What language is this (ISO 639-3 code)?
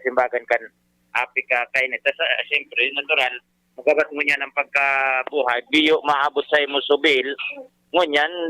bik